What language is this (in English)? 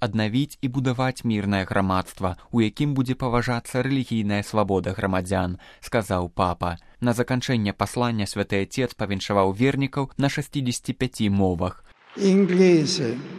Belarusian